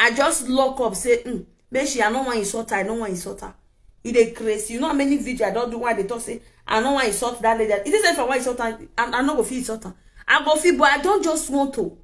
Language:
Nigerian Pidgin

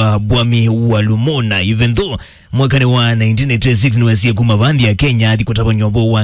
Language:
Kamba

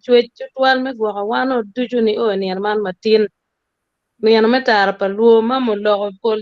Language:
Acoli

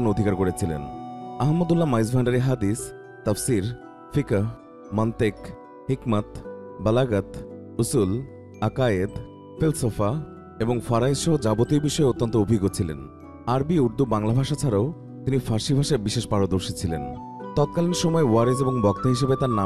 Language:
Bangla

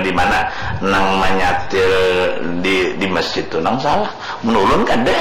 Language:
Banjar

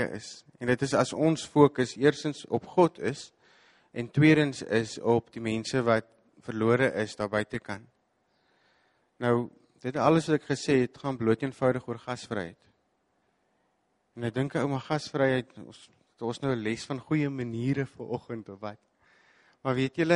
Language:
Afrikaans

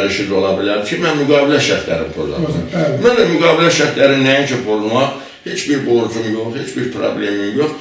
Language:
Azerbaijani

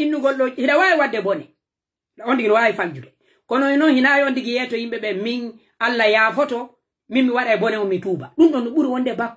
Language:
Pular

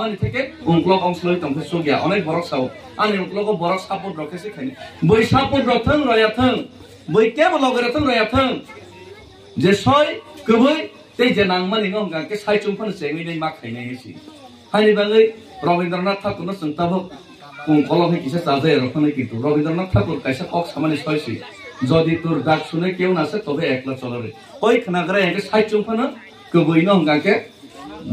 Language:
Kok Borok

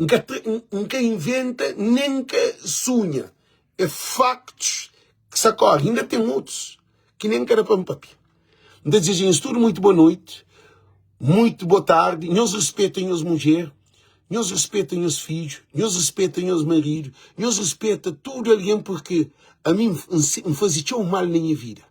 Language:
Kabuverdianu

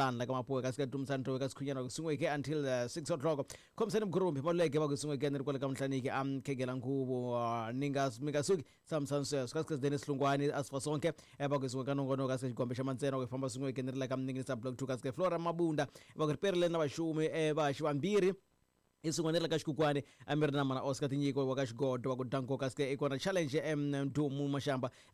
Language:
Tsonga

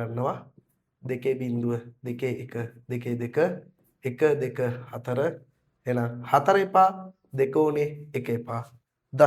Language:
Sinhala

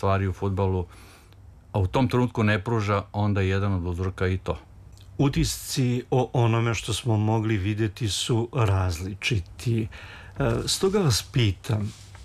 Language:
Serbian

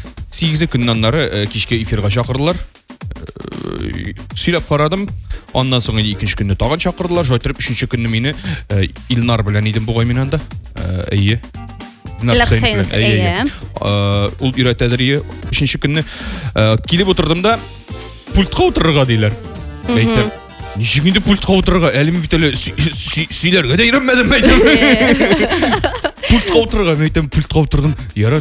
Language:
Tatar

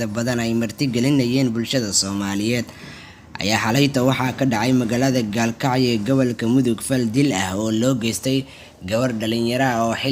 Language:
Somali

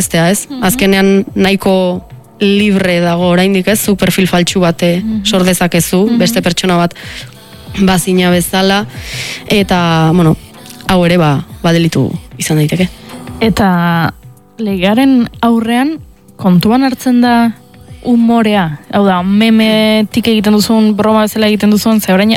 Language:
Basque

